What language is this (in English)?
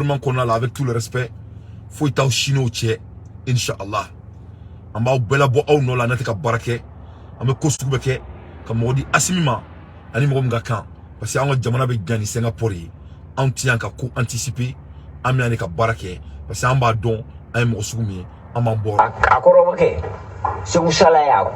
Bambara